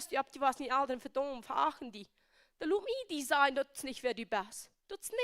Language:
Plautdietsch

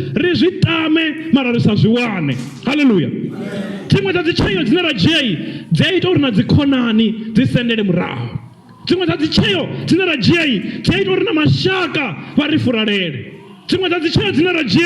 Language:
Venda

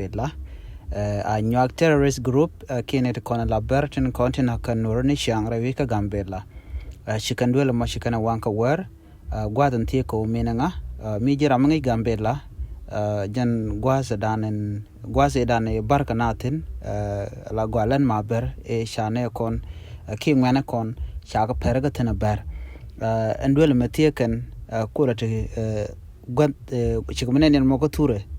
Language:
Nuer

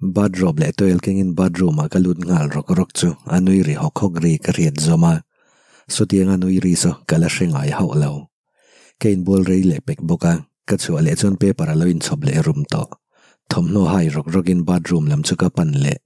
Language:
Mizo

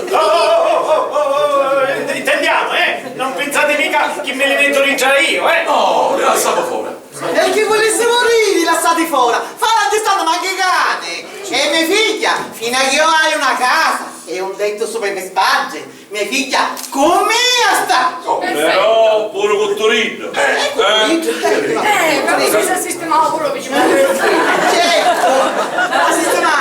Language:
Sicilian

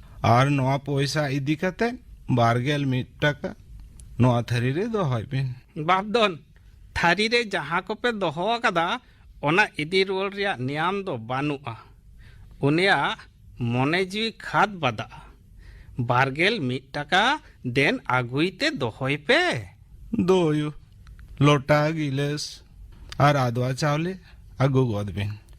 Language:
Santali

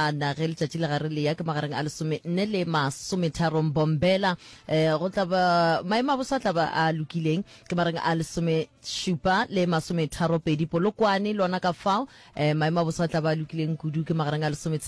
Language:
Northern Sotho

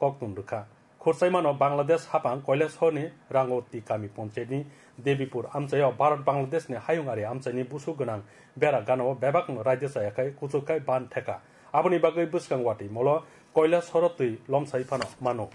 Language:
Kok Borok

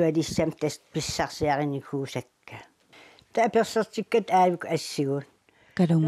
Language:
Kalaallisut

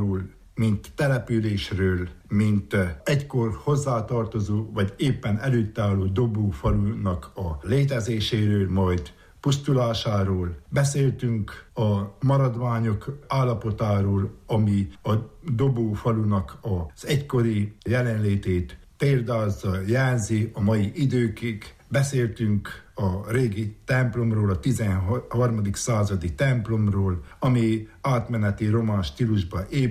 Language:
Hungarian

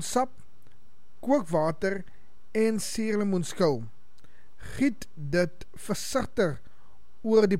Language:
Afrikaans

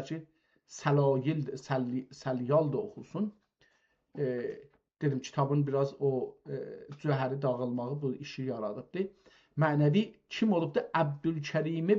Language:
South Azerbaijani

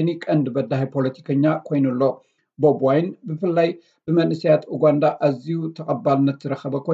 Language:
Tigrinya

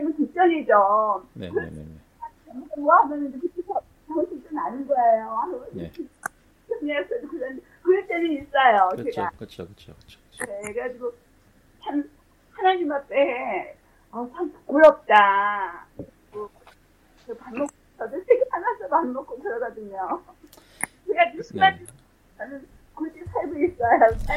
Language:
Korean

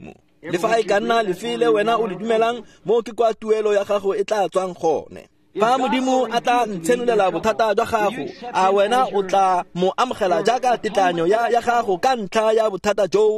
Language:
Tswana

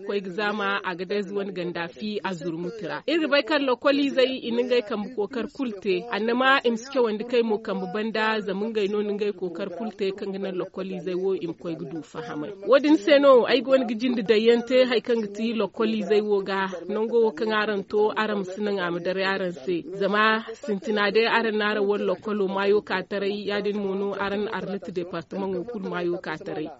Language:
Zarma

